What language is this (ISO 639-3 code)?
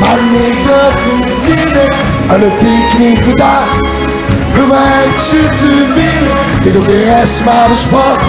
lim